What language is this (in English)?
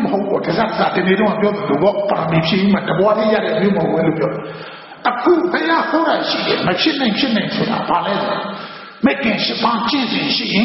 Burmese